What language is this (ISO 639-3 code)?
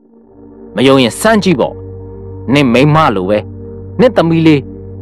mya